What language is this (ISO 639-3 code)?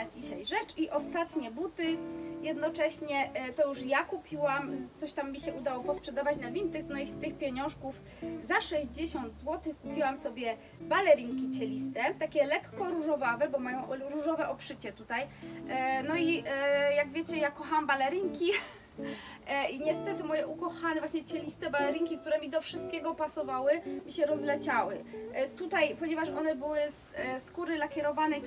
pol